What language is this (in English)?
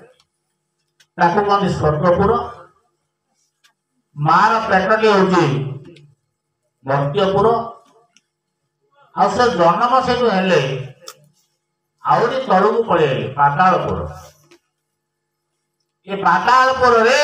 Odia